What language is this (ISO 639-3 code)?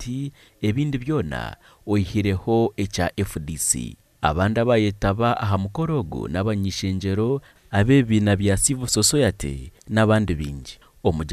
nyn